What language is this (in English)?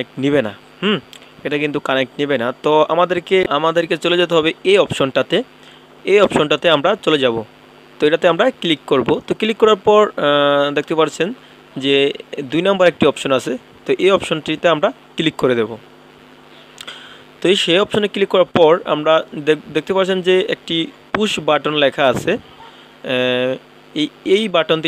Bangla